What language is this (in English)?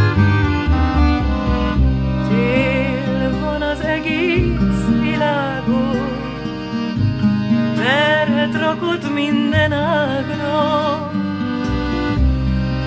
Hungarian